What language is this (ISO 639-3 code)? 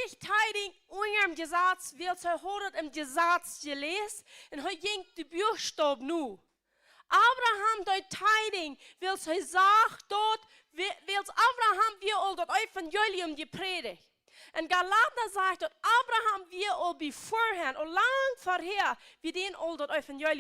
pdt